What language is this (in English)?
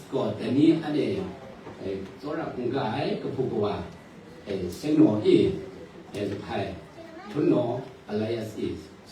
Kachin